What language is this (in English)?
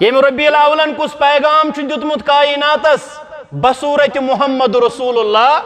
Kashmiri